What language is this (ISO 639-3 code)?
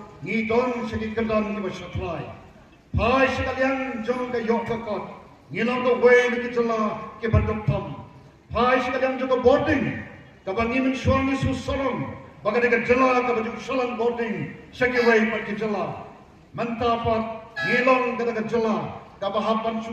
kha